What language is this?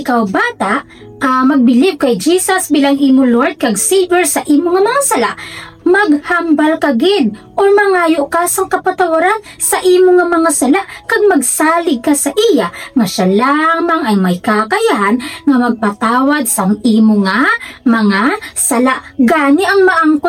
Hiligaynon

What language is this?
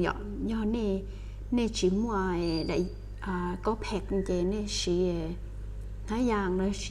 Hmong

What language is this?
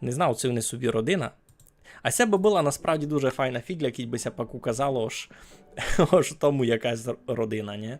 Rusyn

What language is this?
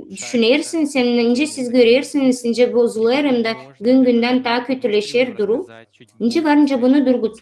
Gagauz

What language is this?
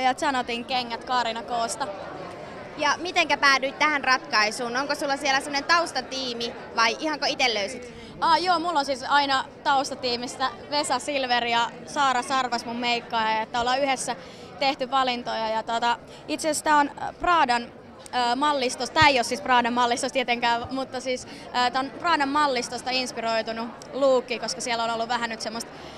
Finnish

